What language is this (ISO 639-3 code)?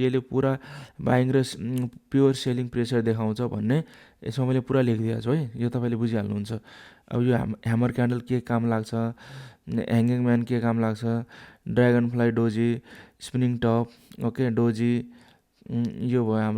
nep